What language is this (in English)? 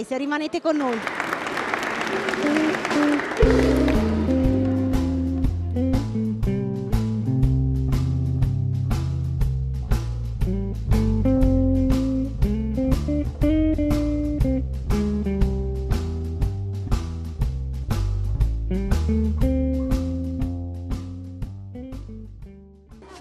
Italian